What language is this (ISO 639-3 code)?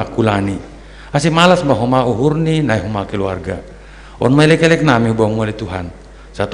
bts